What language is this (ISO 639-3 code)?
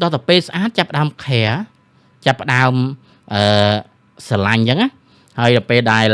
khm